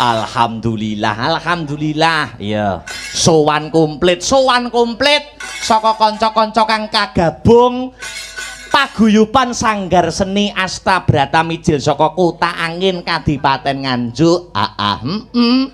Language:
Javanese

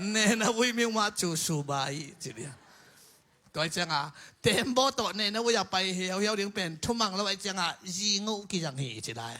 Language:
Tedim Chin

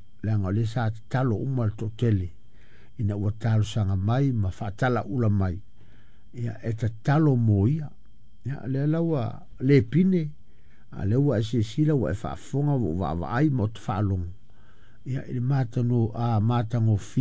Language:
Samoan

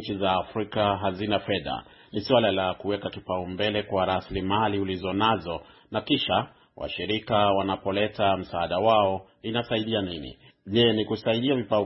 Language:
Swahili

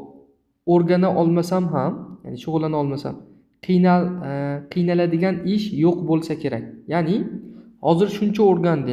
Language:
Uzbek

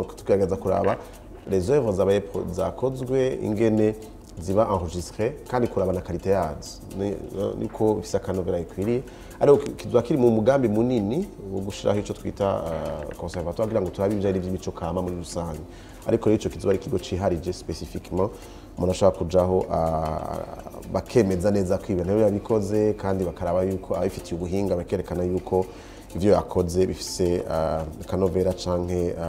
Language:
Rundi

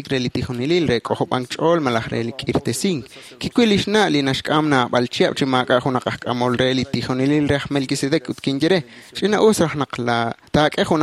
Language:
Kekchí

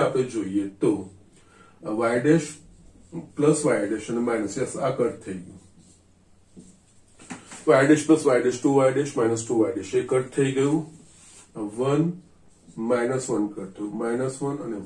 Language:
Gujarati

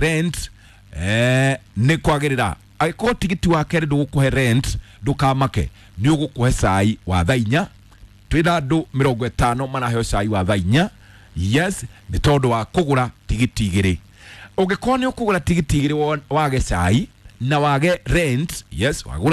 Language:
Kikuyu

